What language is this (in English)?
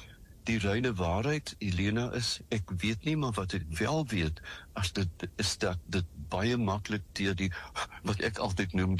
Afrikaans